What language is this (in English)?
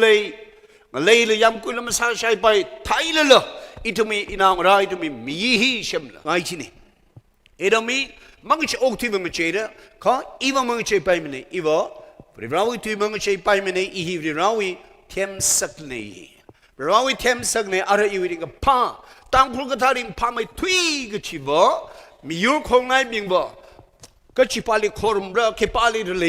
Tangkhul Naga (India)